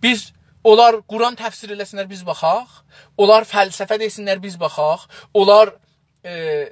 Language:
South Azerbaijani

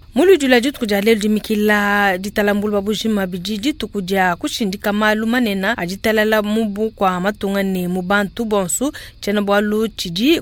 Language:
Luba-Lulua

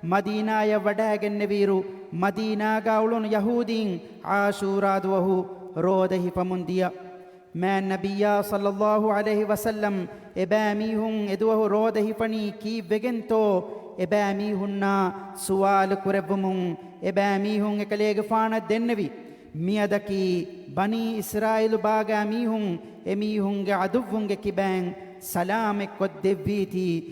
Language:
Divehi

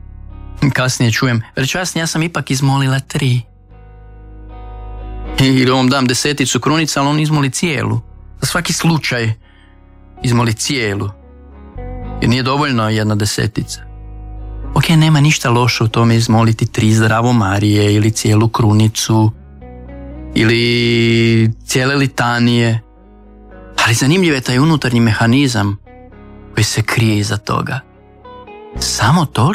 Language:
Croatian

